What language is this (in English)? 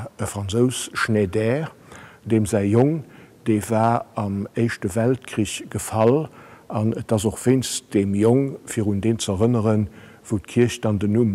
Luxembourgish